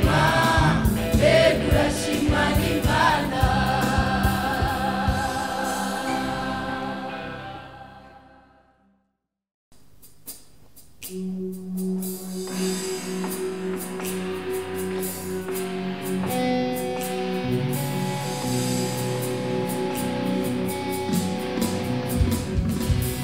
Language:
Rundi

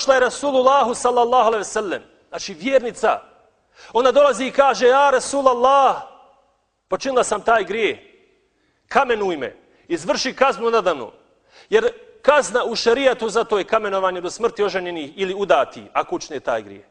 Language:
Bosnian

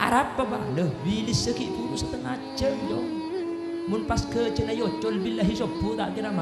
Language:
Madurese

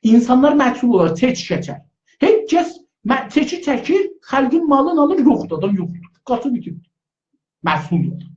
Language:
South Azerbaijani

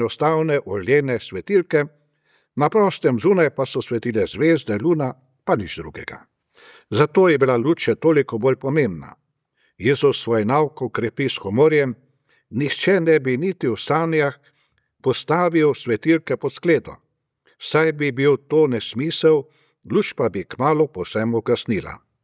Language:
Slovenian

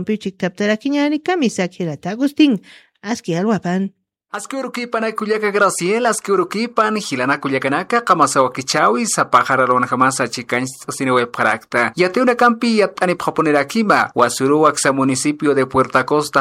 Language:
Aymara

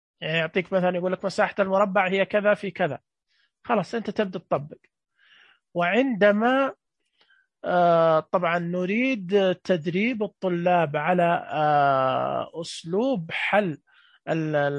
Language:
Najdi Arabic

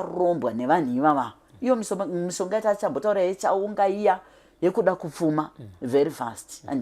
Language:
Shona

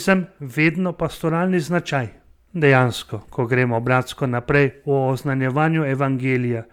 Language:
Slovenian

